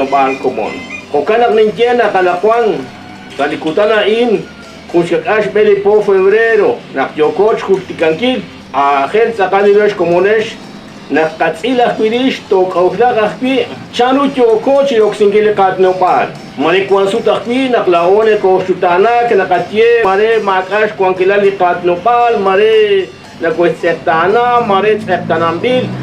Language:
Kekchí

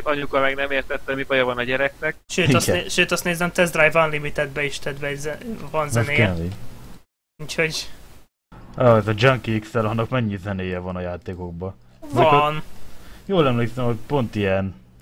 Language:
Hungarian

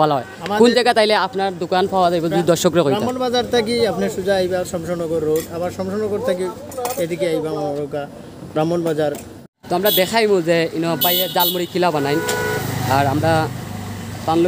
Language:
Sylheti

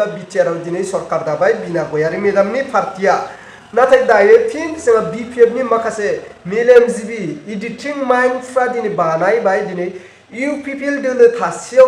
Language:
Bodo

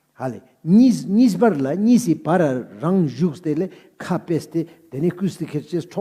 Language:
Ladakhi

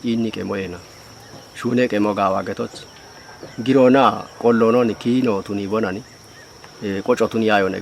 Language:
Kafa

